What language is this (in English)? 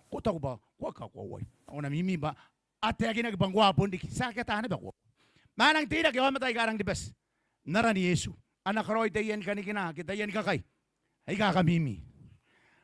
Gilbertese